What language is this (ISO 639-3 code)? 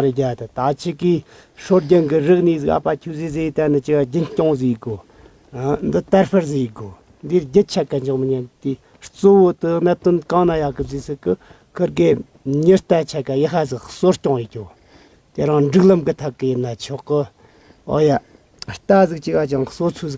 bod